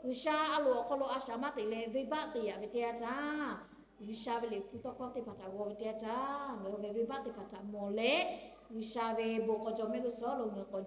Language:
Lahu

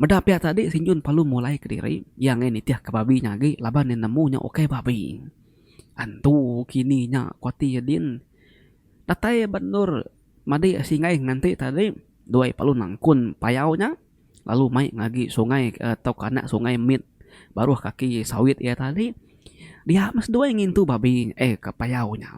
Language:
Iban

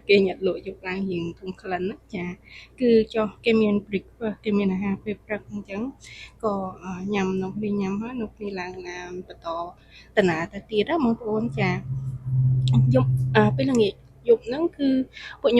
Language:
Khmer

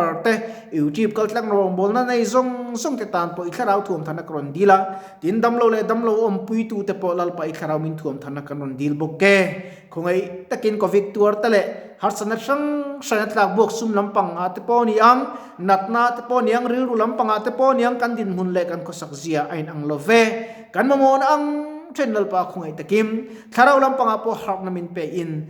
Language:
Mizo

